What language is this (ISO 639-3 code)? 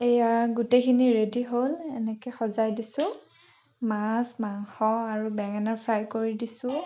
asm